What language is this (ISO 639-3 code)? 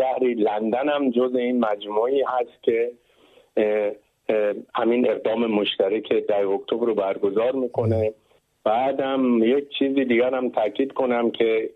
fas